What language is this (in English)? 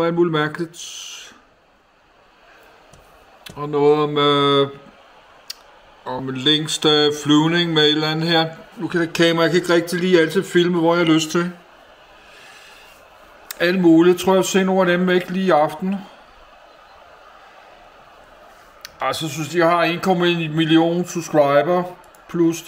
Danish